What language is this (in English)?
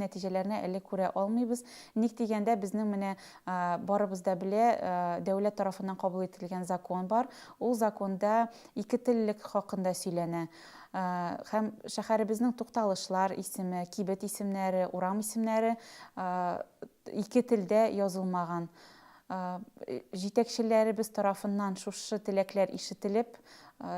Tatar